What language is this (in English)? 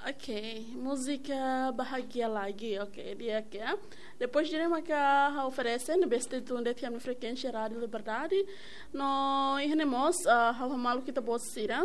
Tetum